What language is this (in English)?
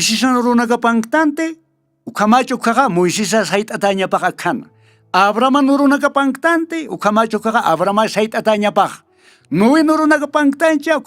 Aymara